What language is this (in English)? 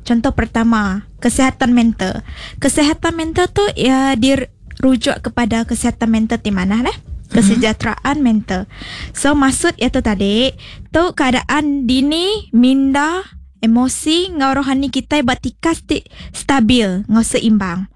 Iban